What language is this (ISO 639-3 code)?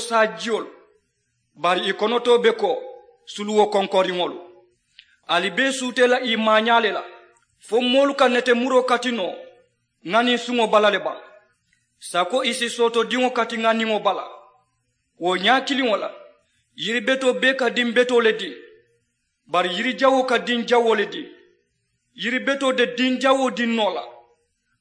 man